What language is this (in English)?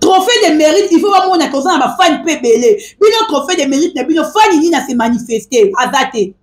Lingala